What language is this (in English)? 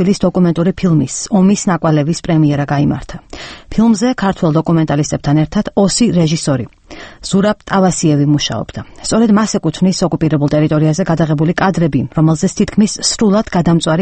Georgian